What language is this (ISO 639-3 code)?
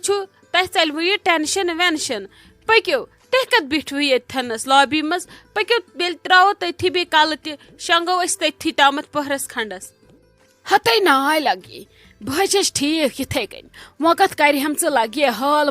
kas